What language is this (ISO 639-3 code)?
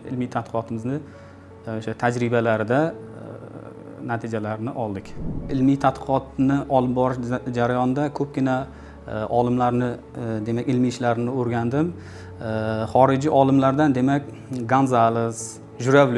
uzb